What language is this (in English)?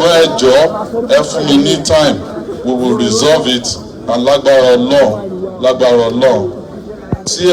Yoruba